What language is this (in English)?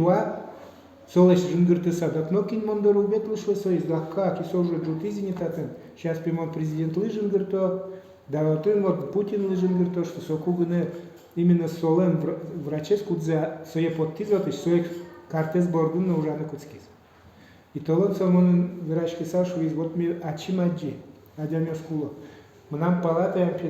Udmurt